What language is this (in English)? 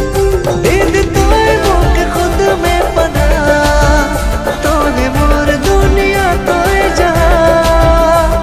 Sadri